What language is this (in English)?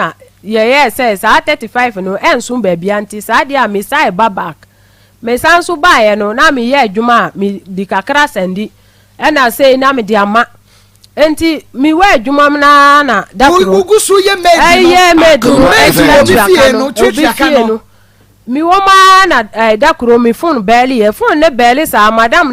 Akan